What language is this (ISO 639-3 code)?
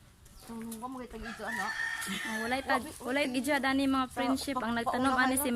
ceb